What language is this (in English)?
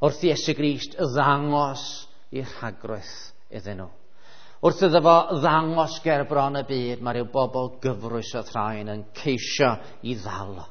Welsh